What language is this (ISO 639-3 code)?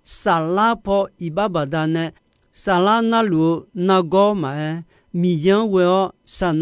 ahk